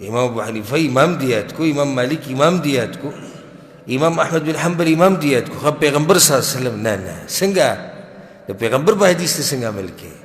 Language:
Pashto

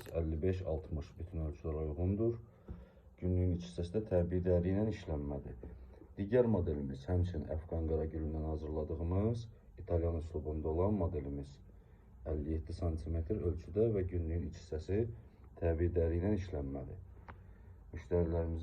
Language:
Azerbaijani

